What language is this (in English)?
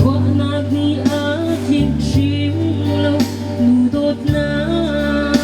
Hakha Chin